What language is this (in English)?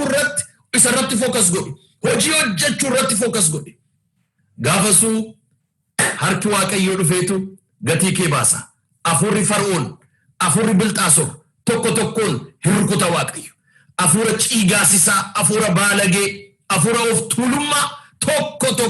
Oromo